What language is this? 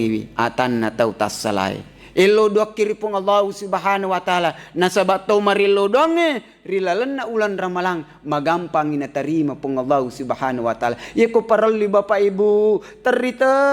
Buginese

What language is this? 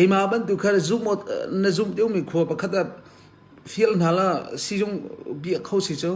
Hakha Chin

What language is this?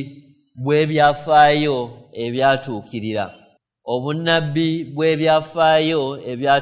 Ganda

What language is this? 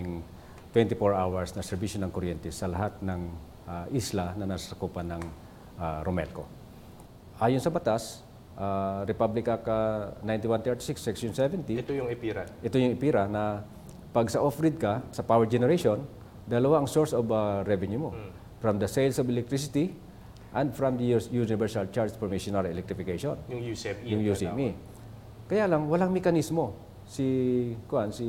Filipino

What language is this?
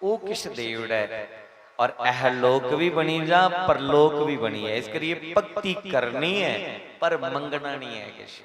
Dogri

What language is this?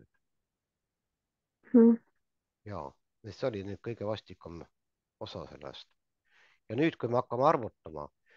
Estonian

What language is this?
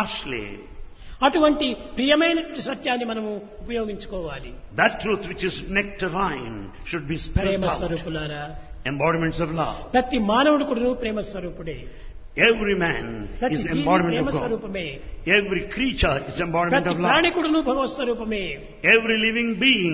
Telugu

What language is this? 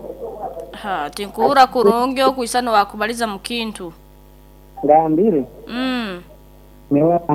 Nyoro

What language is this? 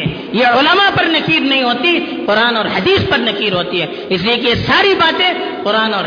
Urdu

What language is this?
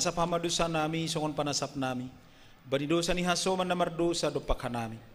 Batak Simalungun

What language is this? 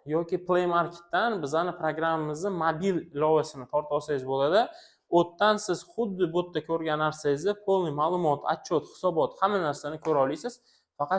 Uzbek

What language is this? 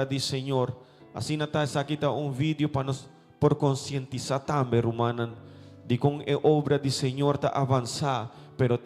Papiamento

